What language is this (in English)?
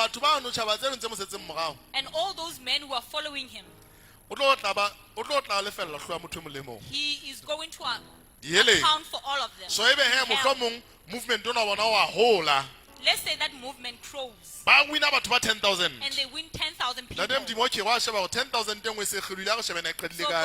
Southern Sotho